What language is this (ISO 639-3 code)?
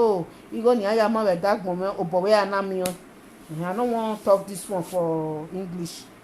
pcm